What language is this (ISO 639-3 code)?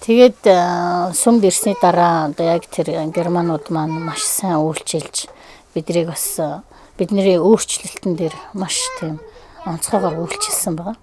mon